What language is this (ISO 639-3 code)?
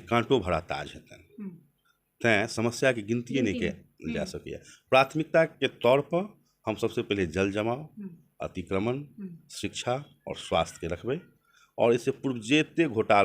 mai